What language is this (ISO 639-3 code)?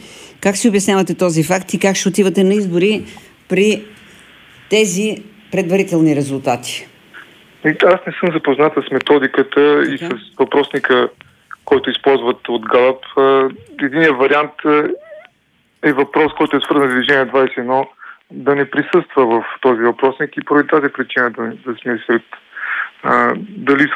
bul